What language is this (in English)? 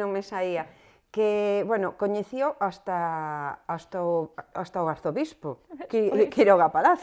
Galician